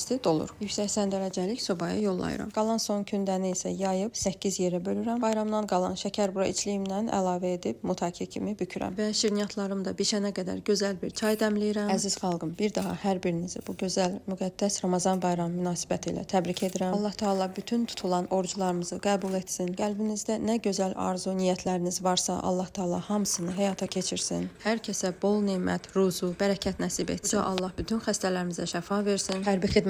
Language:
Azerbaijani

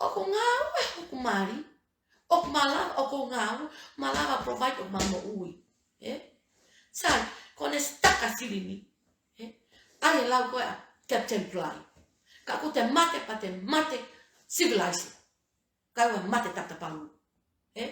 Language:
Tongan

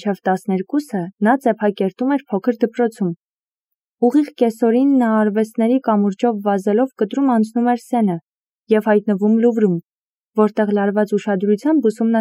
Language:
Armenian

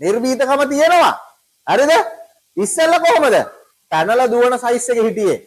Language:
Sinhala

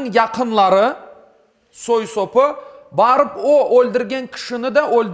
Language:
Crimean Tatar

